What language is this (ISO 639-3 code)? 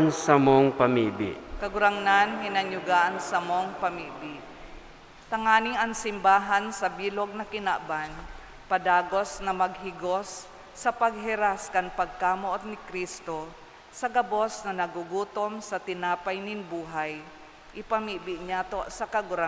bik